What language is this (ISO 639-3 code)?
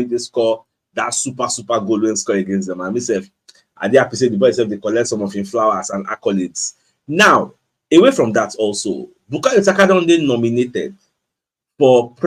pcm